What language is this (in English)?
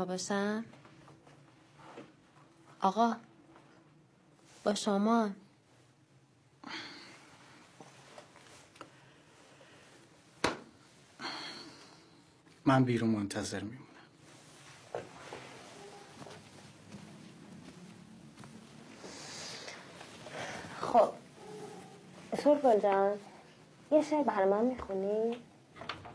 Persian